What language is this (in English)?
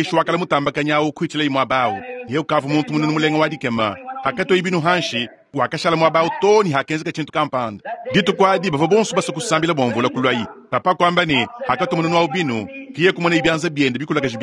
Luba-Lulua